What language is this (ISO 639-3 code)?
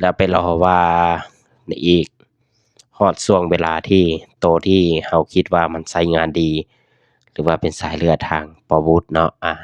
lao